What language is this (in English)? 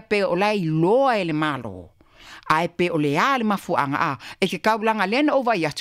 Samoan